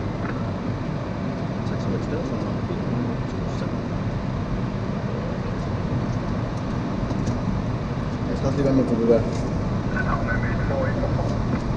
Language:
Danish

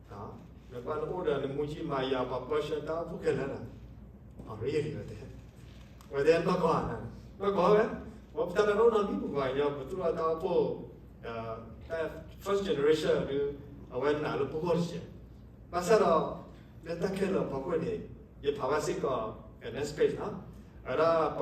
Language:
S'gaw Karen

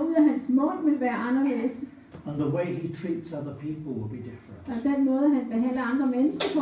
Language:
Danish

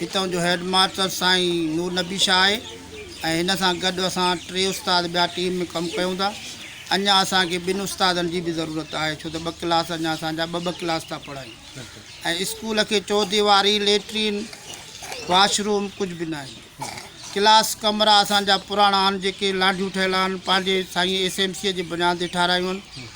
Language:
Sindhi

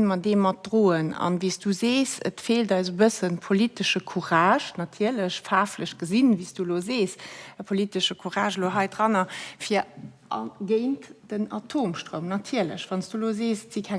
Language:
Luxembourgish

